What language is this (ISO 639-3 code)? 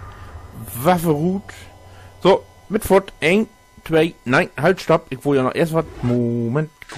nds